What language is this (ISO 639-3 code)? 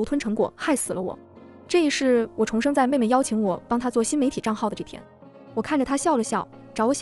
zho